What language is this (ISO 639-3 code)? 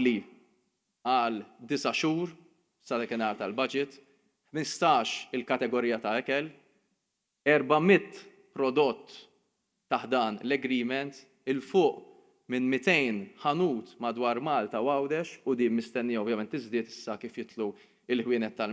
mlt